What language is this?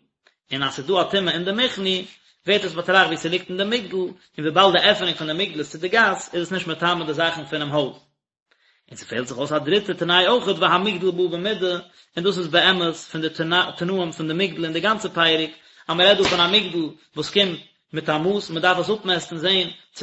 Yiddish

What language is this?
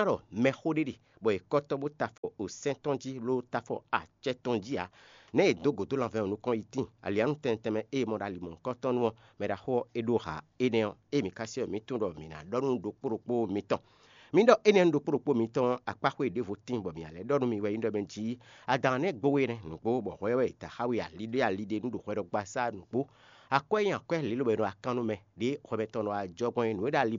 Fon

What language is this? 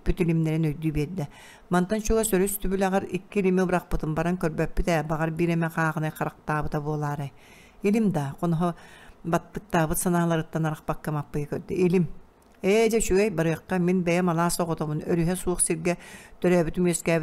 Yakut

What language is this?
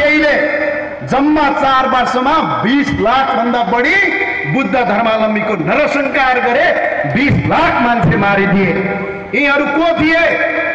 Nepali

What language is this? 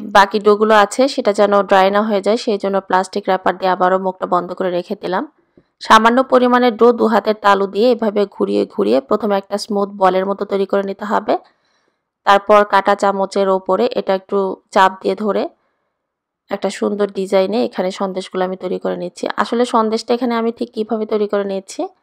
Bangla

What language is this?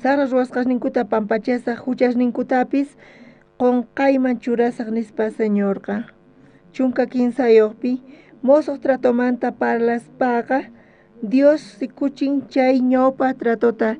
South Bolivian Quechua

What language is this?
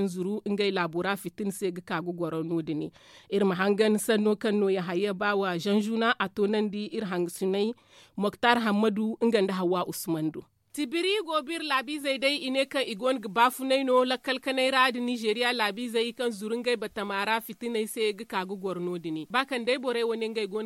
Zarma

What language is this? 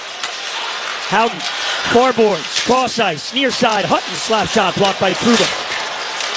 English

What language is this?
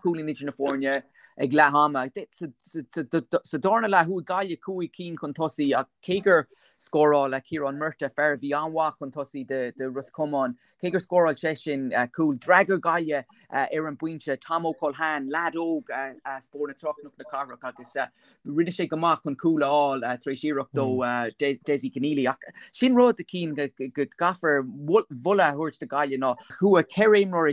Irish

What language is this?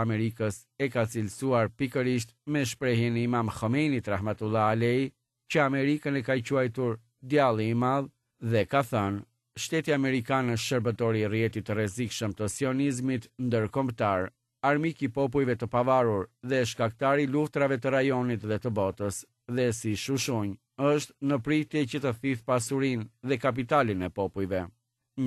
Albanian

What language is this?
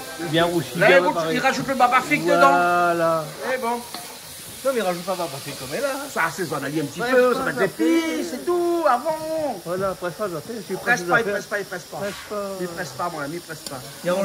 Réunion Creole French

